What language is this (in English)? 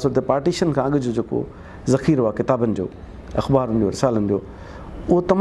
Sindhi